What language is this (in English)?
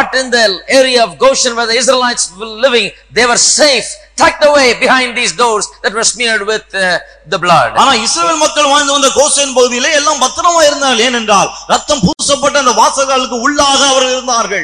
Tamil